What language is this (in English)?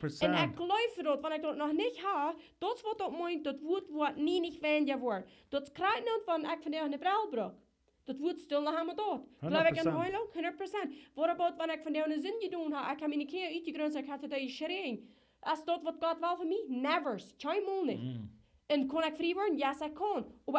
Plautdietsch